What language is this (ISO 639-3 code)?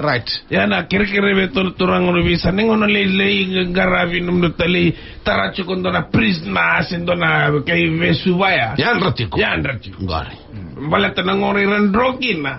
fij